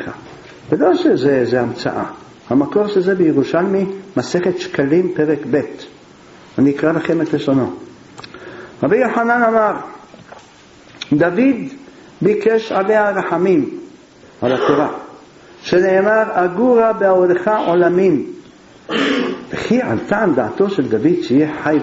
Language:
Hebrew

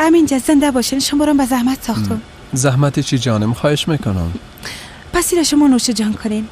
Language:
Persian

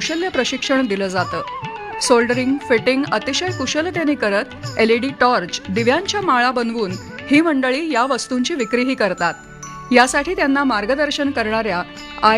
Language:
Marathi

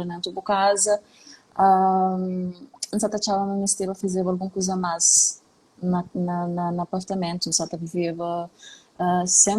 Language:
Kabuverdianu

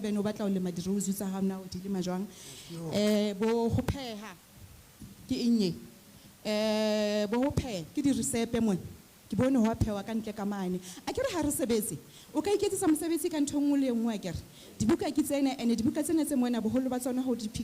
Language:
Southern Sotho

